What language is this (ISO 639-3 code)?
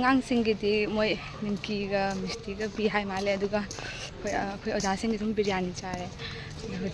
mni